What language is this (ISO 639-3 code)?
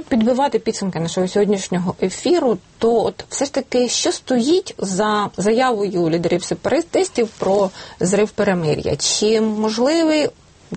ukr